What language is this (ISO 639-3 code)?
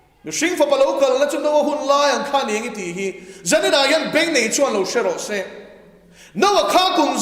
lus